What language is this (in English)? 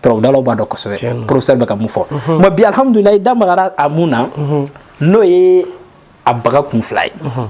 Bambara